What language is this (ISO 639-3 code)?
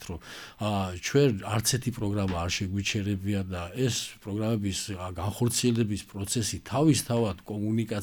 kat